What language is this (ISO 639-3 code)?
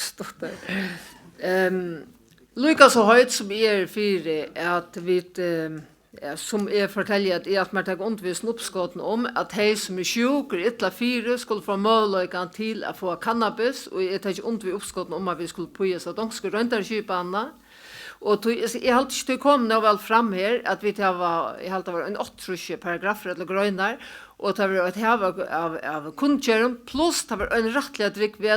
fao